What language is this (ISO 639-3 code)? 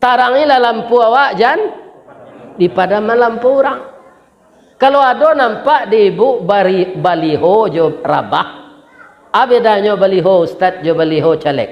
min